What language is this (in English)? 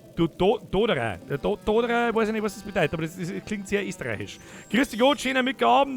Bavarian